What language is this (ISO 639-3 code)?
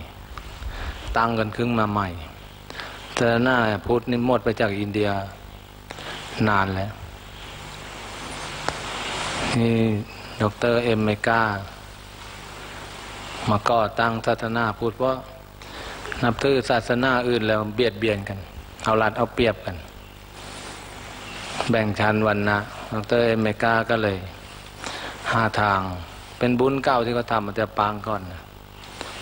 tha